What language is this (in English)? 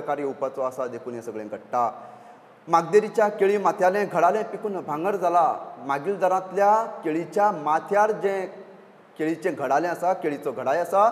Konkani